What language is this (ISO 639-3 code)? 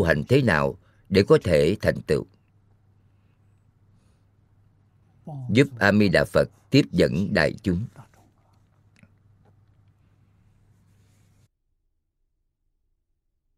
vie